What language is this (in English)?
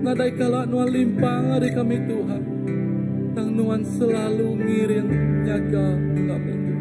Iban